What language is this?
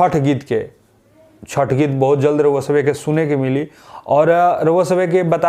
Bhojpuri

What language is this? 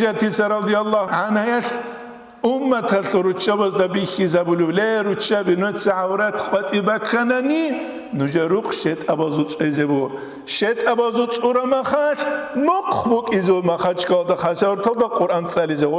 Avaric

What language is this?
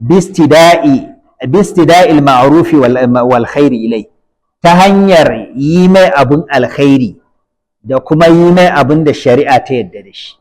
Hausa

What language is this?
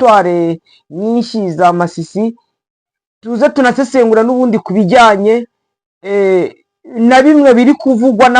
Kinyarwanda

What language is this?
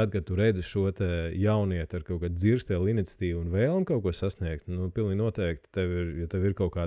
Latvian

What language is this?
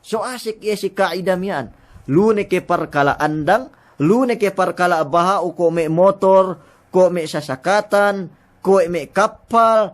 Yakan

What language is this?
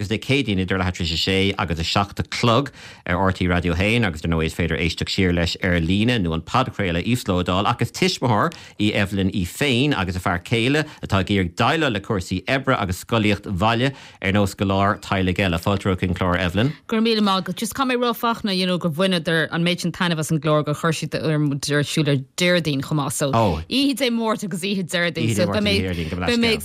Irish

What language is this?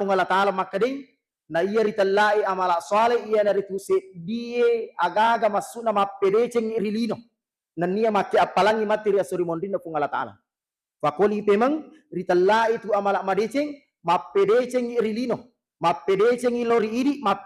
Buginese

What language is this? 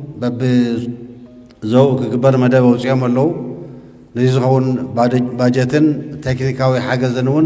Tigrinya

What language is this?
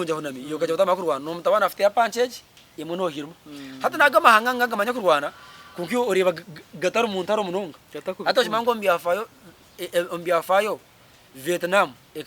Nyankole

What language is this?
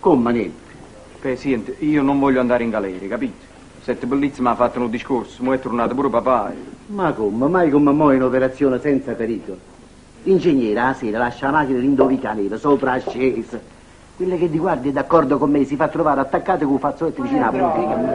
Neapolitan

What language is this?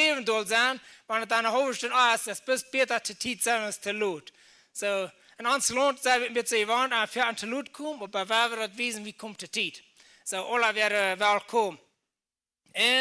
Plautdietsch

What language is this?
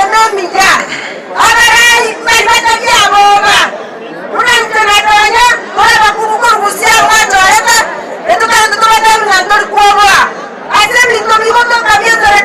Gusii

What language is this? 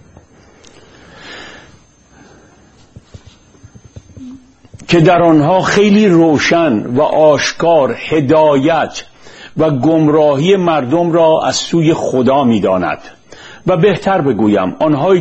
Persian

